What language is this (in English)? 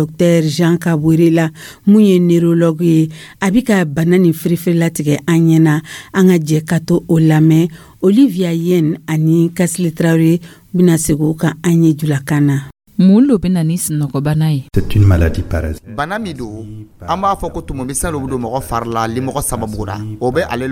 Dyula